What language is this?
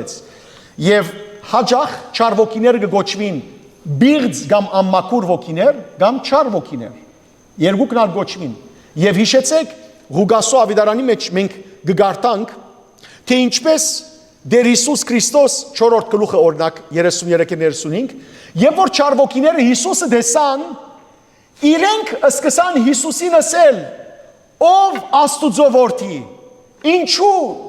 Western Armenian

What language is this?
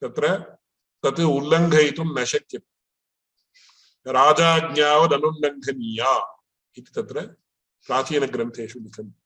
Sanskrit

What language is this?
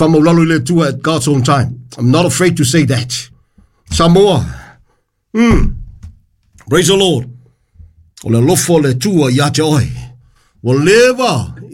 Samoan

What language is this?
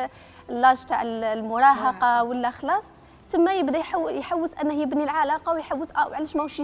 Algerian Arabic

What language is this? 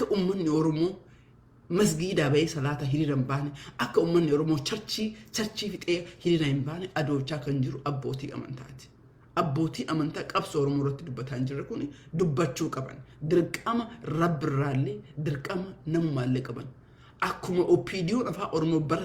Oromo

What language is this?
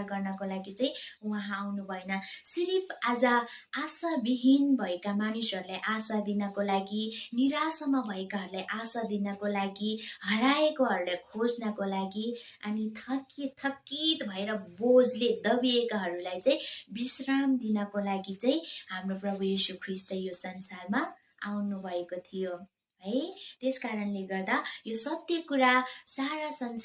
Nepali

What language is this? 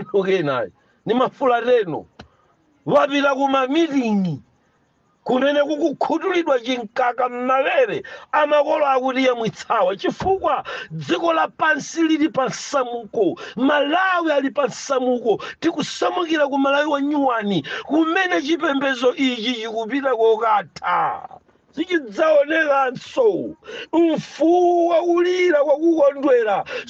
Nyanja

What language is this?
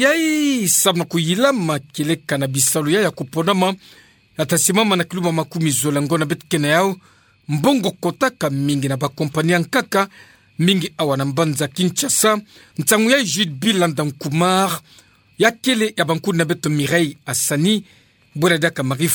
Kituba (Democratic Republic of Congo)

